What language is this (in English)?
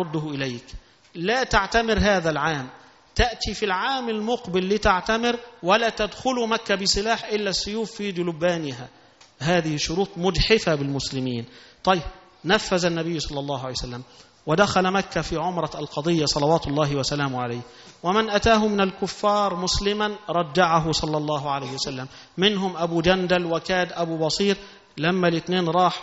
Arabic